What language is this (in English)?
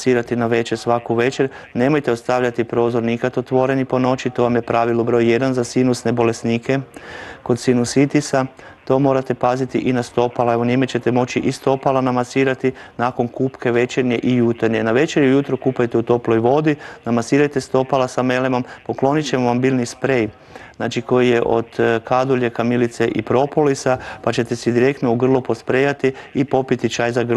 Croatian